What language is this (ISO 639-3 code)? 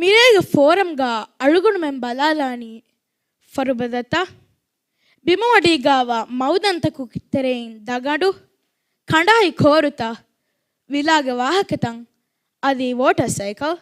div